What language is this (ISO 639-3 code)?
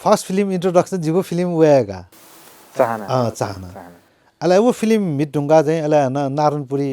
new